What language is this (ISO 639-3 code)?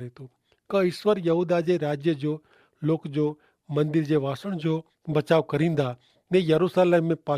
kfr